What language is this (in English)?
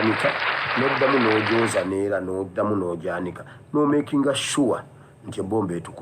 Ganda